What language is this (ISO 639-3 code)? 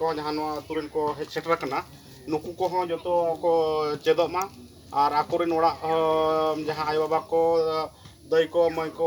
sat